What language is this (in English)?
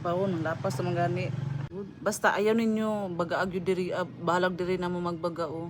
Cebuano